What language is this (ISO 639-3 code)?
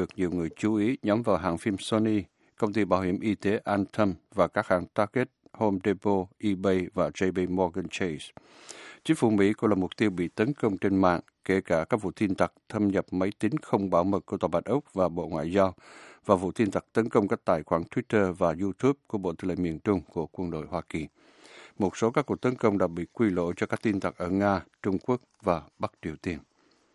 vie